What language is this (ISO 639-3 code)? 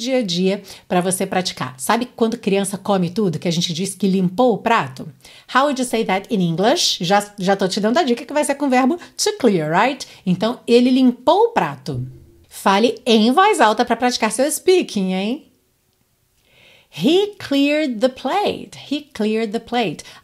por